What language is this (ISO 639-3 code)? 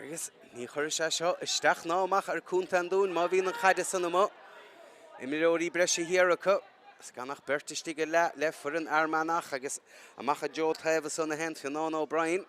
gle